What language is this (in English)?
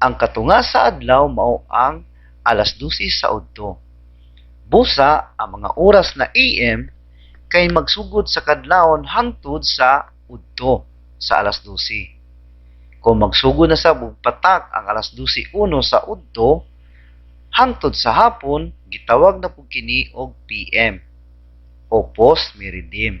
Cebuano